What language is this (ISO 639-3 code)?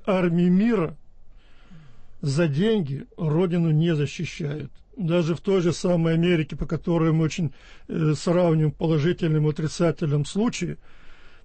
rus